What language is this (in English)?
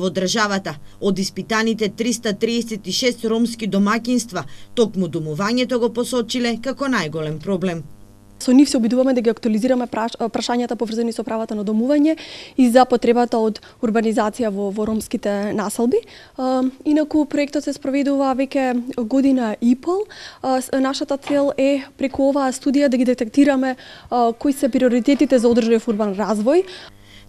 Macedonian